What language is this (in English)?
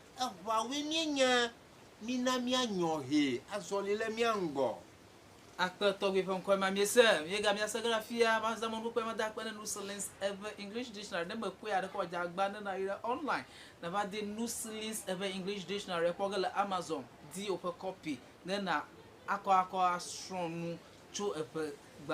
Ewe